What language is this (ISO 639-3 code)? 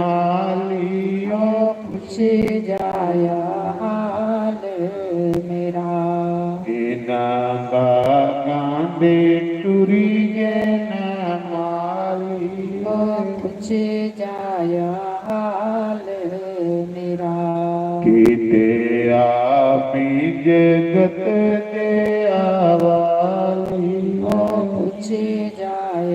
doi